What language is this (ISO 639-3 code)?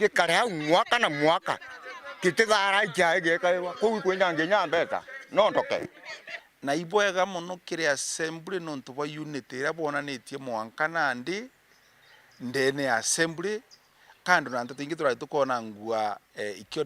mer